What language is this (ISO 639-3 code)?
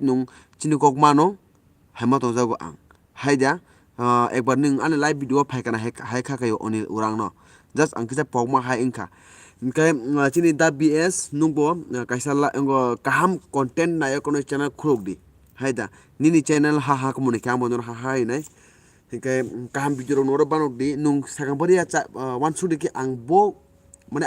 trp